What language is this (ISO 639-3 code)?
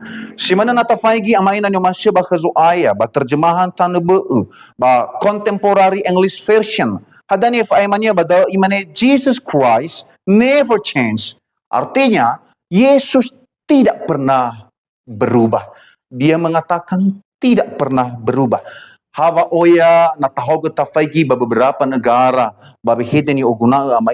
nia